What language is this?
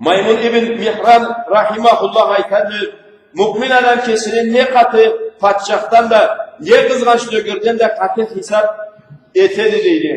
Karachay-Balkar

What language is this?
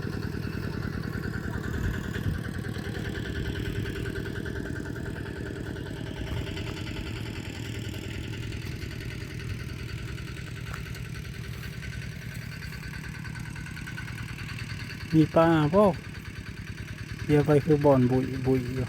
Northeastern Thai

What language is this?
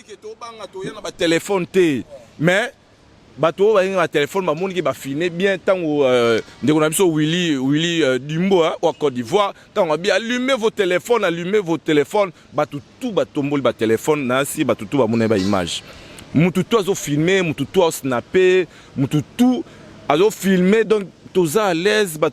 Lingala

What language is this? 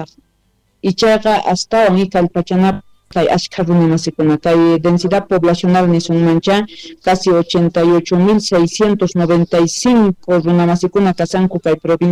Quechua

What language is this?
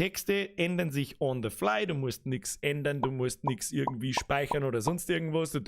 Bavarian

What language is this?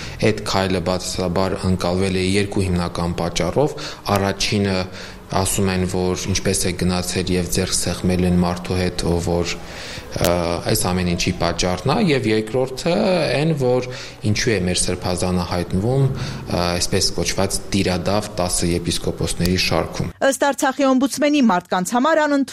Armenian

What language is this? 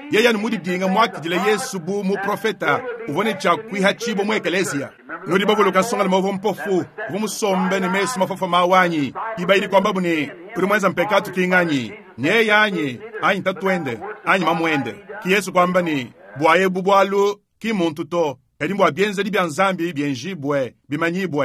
Luba-Lulua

